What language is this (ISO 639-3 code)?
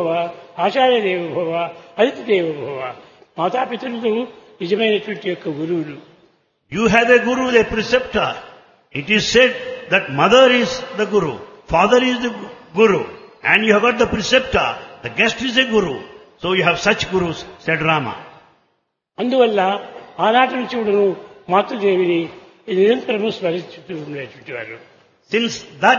tel